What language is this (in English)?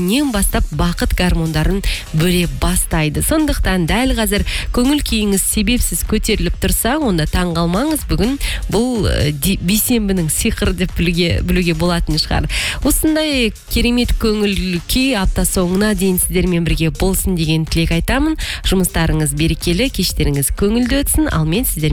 Kazakh